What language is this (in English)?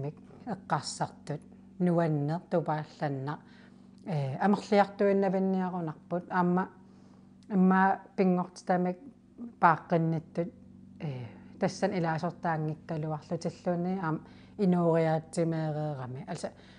Kalaallisut